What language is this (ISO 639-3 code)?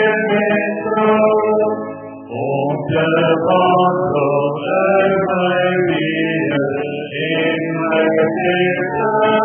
afr